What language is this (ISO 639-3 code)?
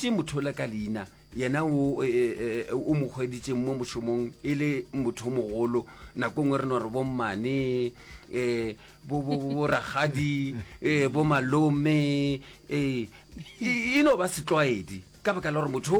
nso